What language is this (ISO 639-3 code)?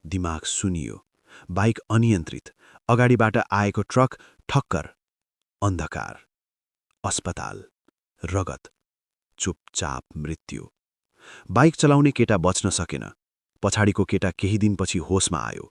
nep